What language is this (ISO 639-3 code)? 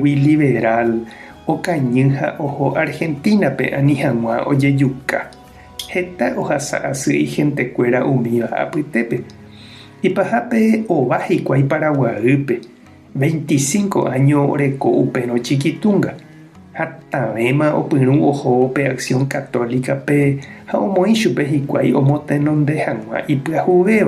grn